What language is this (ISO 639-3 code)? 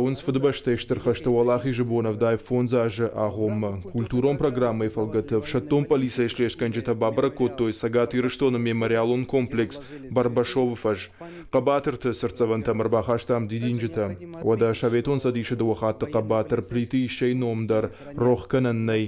oss